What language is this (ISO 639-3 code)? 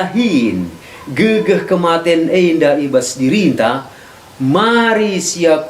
btx